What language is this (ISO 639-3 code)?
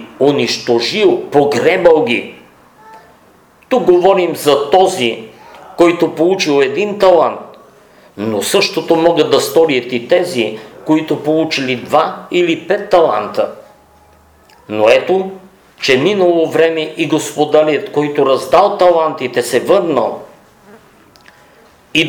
bul